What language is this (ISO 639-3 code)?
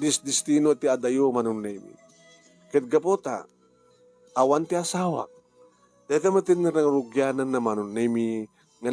ilo